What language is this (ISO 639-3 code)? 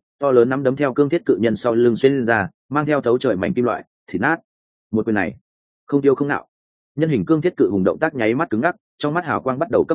vie